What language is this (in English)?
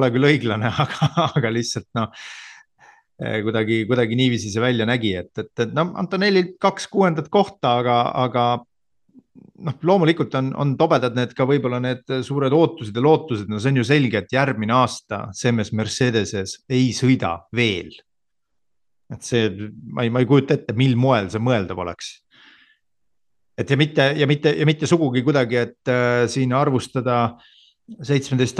Estonian